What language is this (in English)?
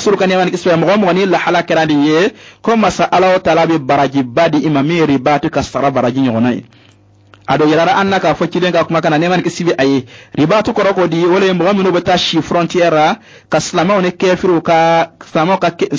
Bambara